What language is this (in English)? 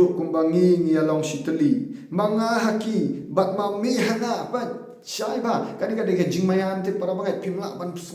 Khasi